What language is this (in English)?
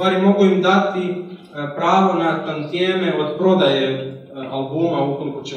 Croatian